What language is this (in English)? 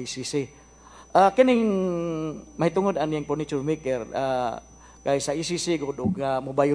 Cebuano